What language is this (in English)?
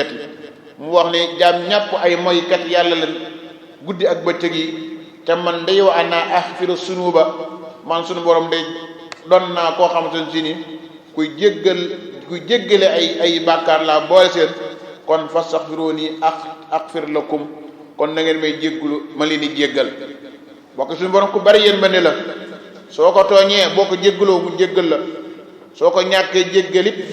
Wolof